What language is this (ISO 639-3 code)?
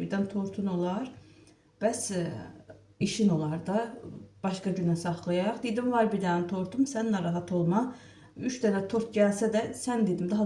aze